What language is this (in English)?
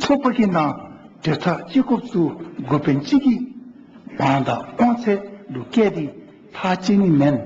Dzongkha